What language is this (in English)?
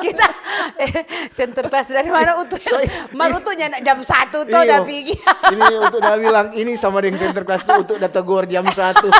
Manado Malay